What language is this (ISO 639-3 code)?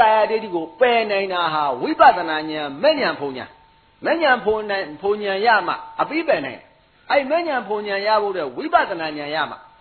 mya